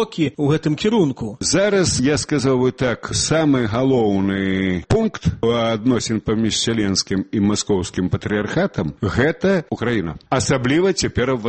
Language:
Belarusian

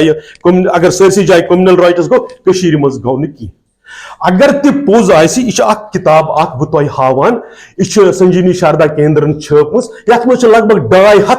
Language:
Kashmiri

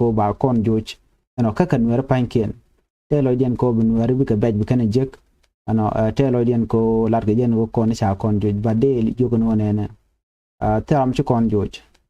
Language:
Nuer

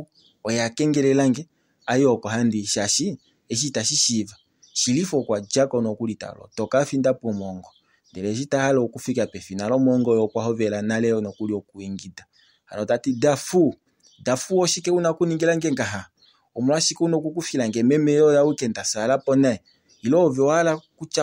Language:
Kuanyama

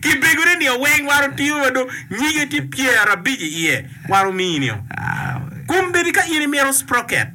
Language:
Acoli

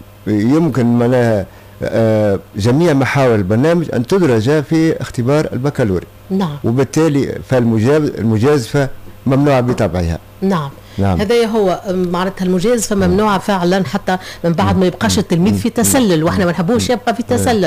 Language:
Tunisian Arabic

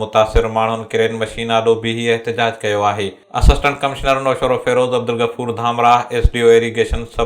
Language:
Sindhi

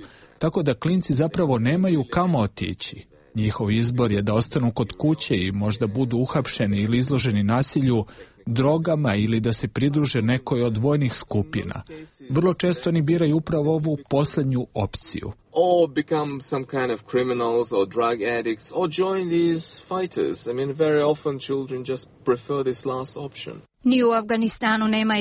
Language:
Croatian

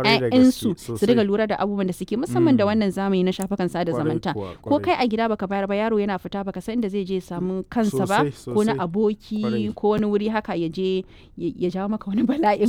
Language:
Hausa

